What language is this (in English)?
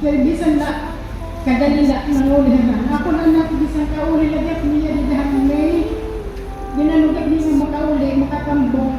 Waray